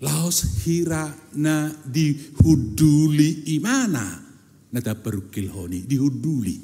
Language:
Batak Toba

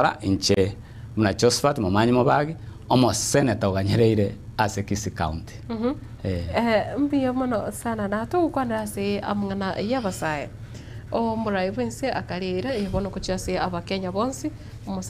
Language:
Gusii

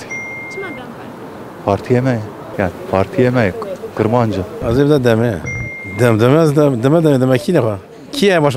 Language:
Kurdish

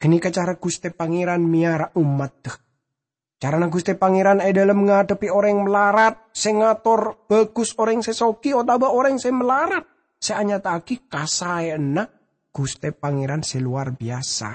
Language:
Madurese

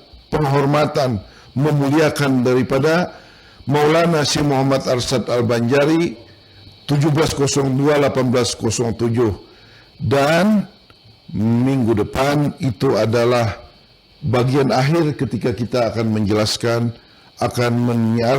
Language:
Banjar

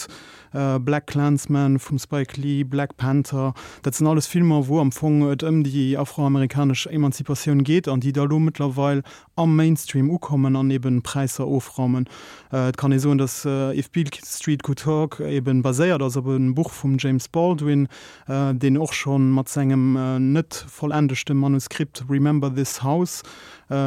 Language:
Luxembourgish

